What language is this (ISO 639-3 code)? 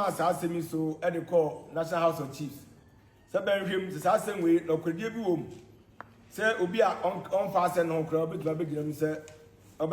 aka